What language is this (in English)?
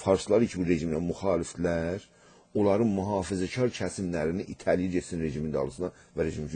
South Azerbaijani